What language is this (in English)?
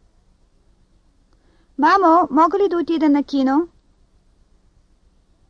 Bulgarian